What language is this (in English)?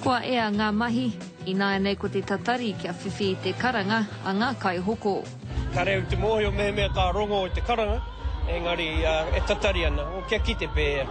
Māori